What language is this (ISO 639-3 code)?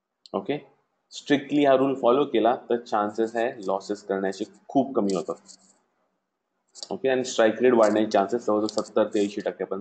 mar